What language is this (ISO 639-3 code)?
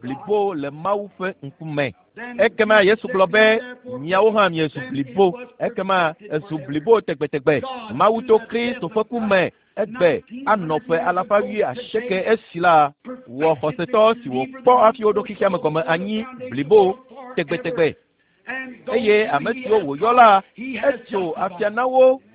ewe